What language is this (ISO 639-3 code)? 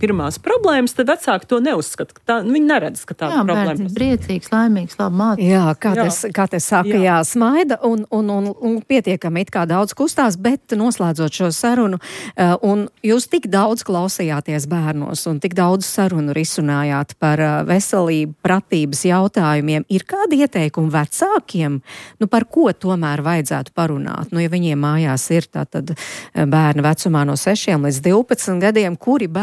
lav